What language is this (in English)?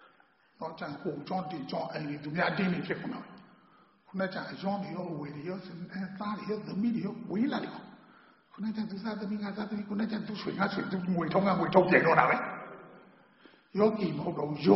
Burmese